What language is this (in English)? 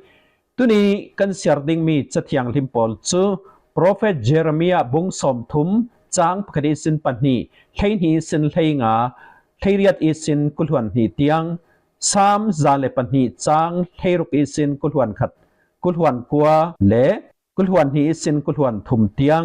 Falam Chin